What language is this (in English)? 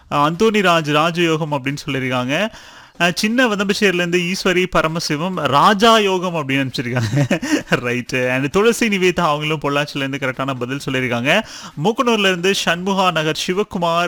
Tamil